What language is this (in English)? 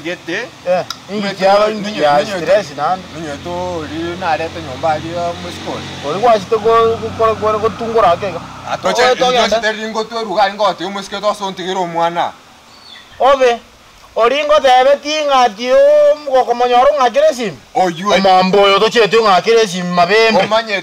Gusii